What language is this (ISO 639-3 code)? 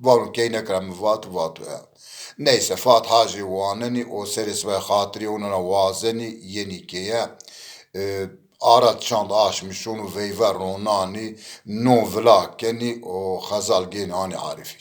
zza